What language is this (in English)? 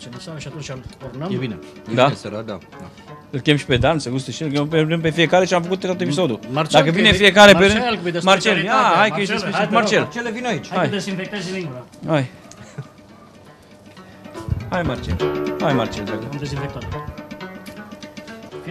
Romanian